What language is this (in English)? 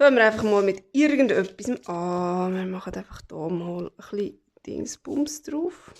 Swiss German